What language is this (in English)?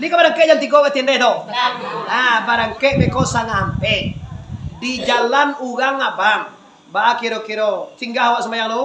Minangkabau